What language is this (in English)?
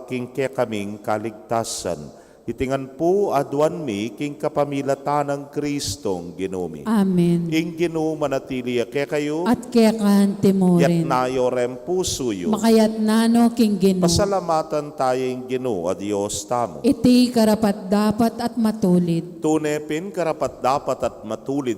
Pampanga